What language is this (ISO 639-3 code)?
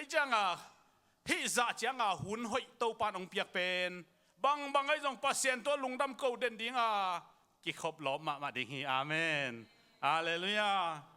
ctd